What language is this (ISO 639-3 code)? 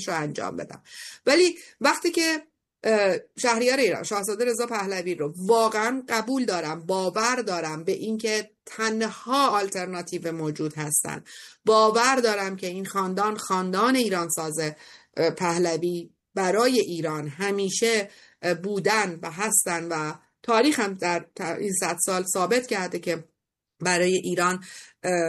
fas